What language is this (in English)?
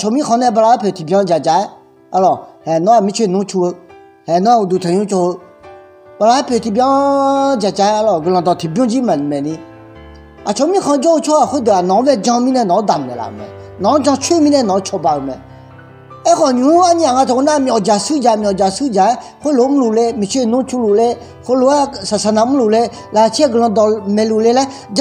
Akha